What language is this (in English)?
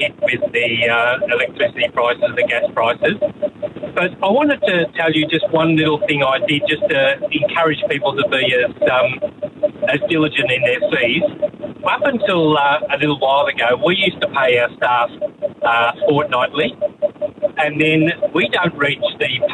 English